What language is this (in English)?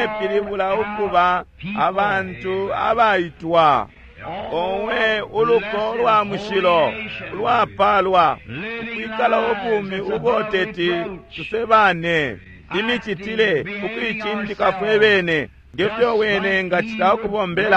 Bemba